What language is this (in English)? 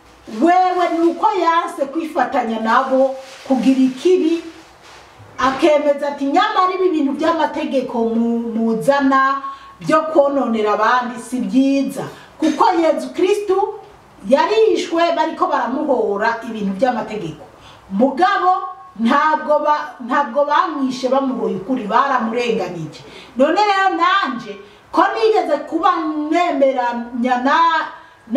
Rundi